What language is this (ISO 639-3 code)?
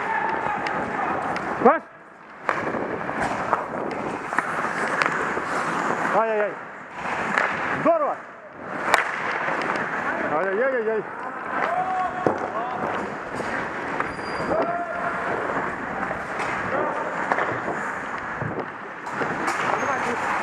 rus